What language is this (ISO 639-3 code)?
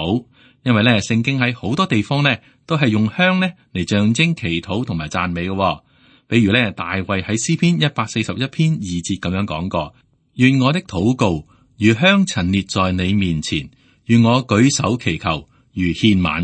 yue